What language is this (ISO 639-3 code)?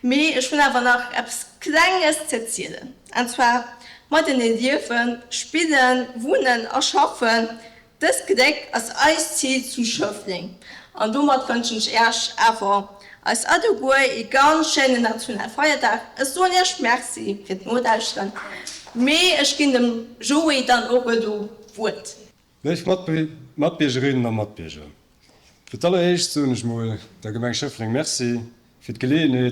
ltz